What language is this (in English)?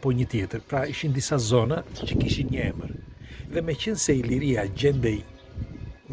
Albanian